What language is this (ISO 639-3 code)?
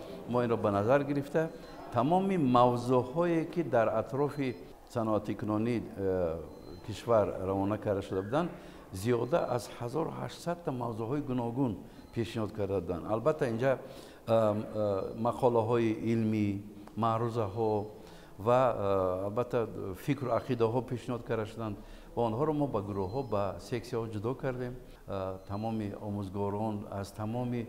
tgk